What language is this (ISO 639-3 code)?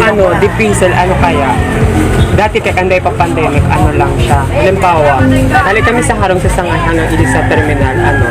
bik